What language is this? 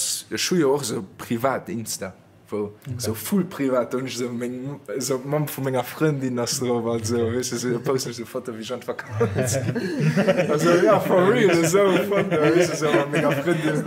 Luxembourgish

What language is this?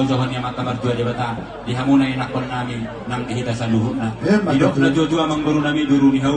Batak Toba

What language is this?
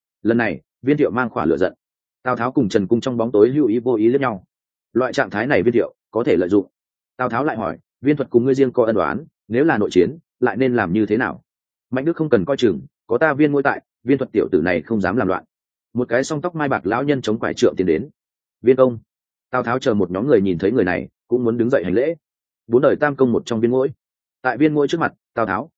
Vietnamese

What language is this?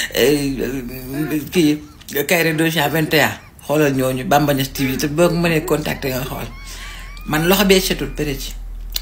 Wolof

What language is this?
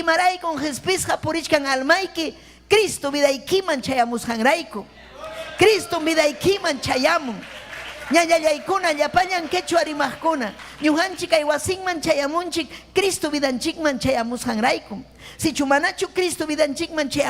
Ayacucho Quechua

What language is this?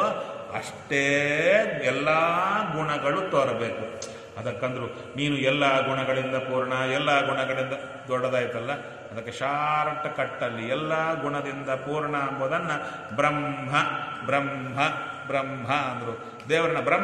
Kannada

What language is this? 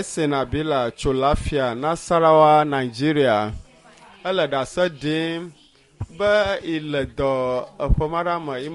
Ewe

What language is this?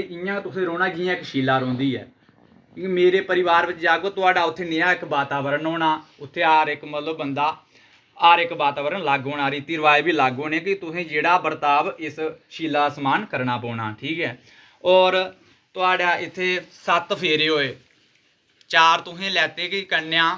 Dogri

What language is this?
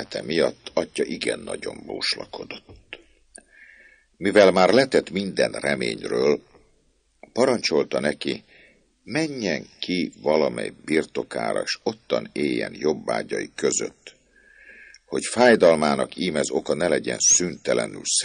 Hungarian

